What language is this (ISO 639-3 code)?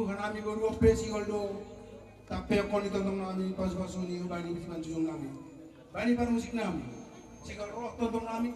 bts